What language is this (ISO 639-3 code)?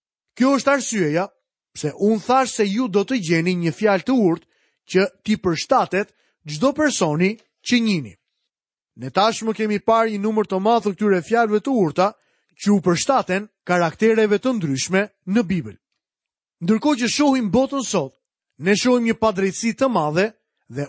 sqi